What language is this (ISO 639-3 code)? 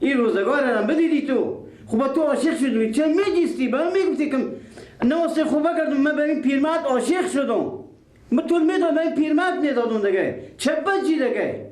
fas